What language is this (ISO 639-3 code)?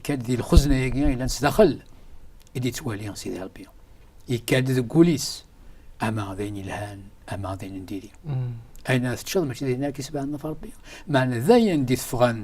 kab